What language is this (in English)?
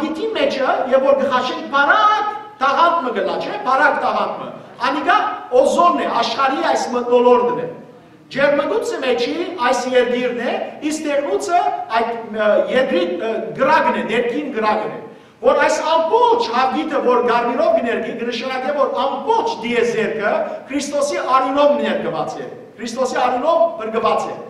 Western Armenian